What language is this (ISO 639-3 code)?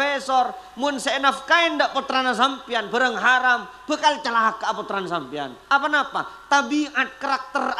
mad